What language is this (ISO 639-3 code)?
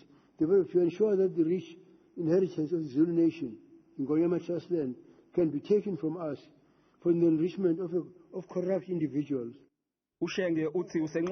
zul